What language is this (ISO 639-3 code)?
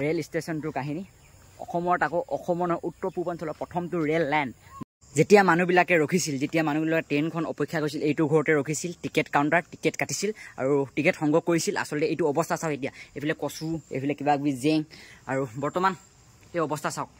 asm